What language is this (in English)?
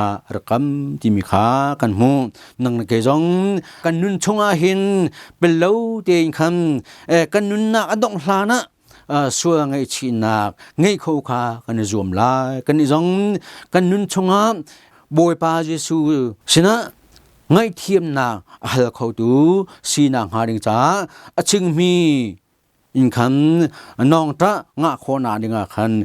Hakha Chin